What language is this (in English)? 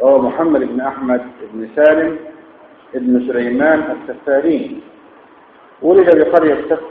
Arabic